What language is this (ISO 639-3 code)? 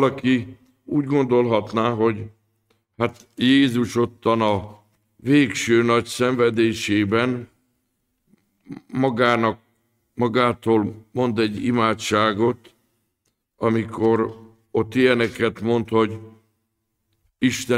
hun